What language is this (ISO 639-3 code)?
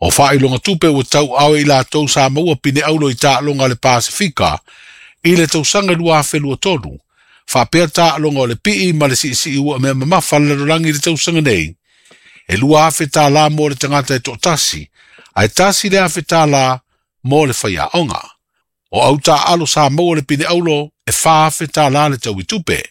smo